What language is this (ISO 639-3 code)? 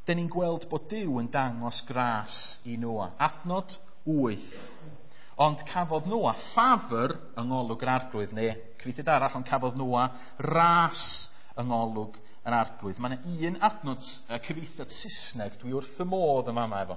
cym